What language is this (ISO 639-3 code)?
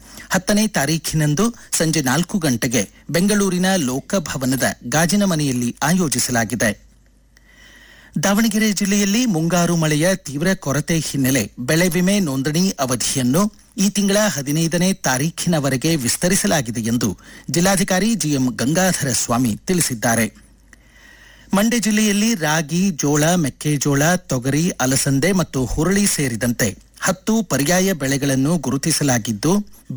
kan